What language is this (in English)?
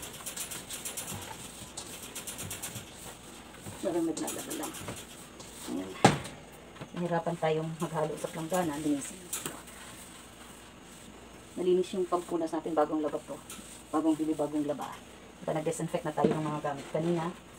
Filipino